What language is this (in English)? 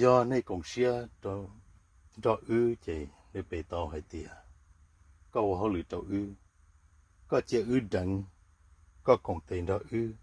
Hmong